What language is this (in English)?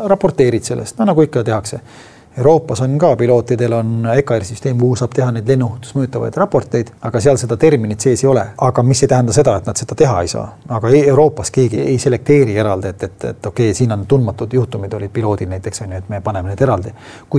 Estonian